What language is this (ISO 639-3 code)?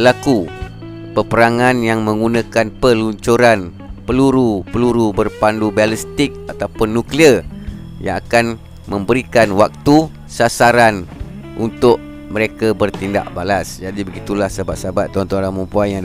msa